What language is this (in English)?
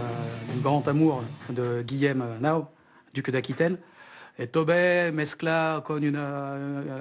Occitan